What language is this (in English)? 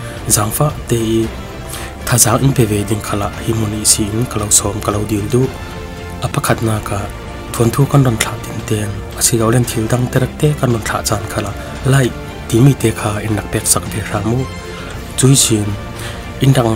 Falam Chin